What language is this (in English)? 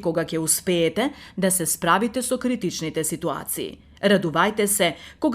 Macedonian